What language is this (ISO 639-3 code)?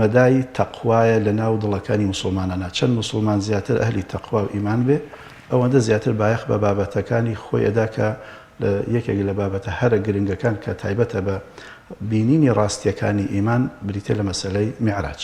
ckb